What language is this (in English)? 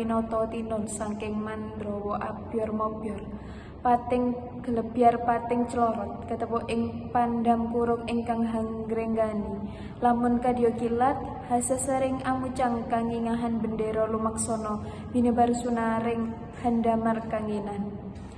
Javanese